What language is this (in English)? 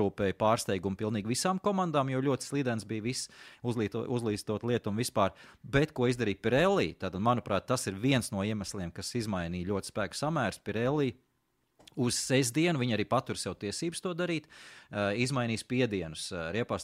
Latvian